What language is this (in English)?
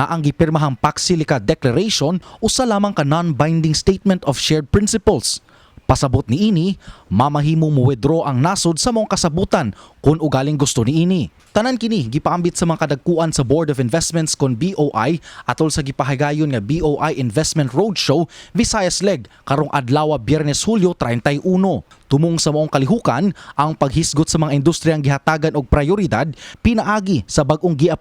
Cebuano